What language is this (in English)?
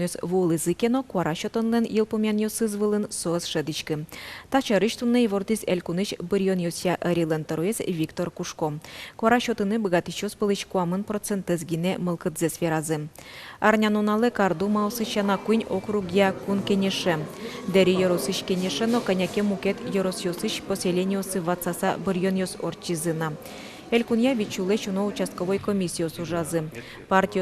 Udmurt